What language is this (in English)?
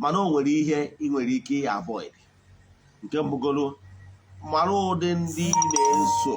Igbo